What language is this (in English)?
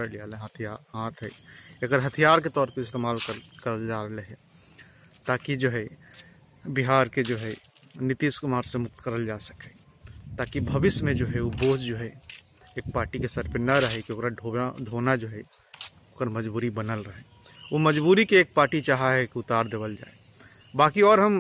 Magahi